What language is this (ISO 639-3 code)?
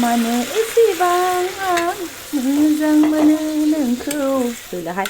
brx